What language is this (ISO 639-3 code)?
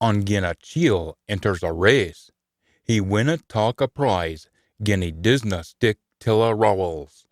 sco